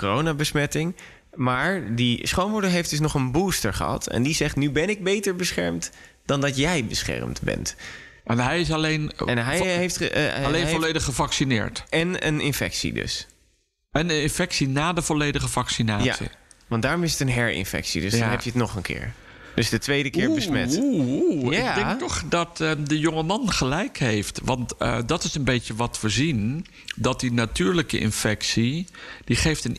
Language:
Dutch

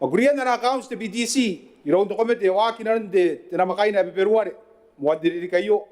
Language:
Gilbertese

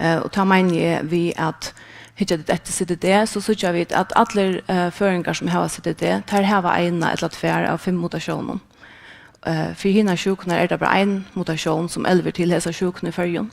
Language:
Faroese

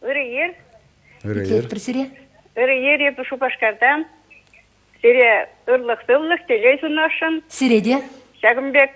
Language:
Chuvash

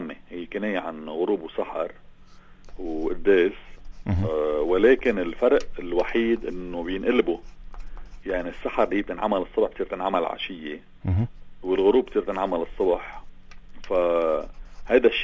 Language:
North Levantine Arabic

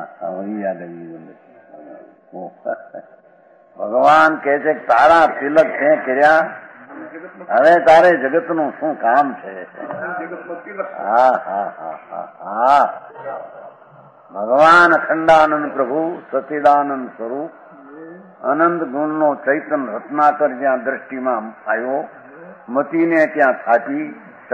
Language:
Gujarati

